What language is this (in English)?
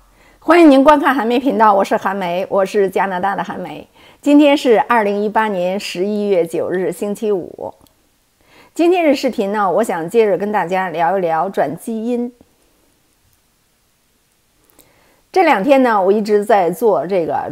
Chinese